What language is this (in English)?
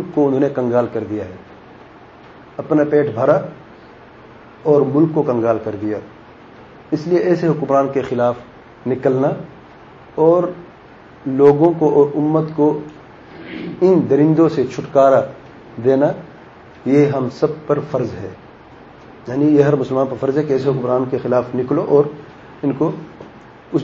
Urdu